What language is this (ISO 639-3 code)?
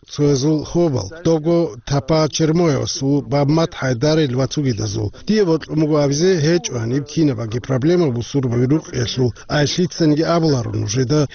ava